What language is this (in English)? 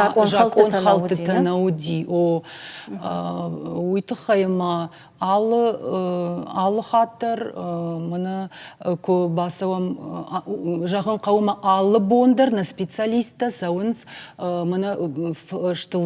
Ossetic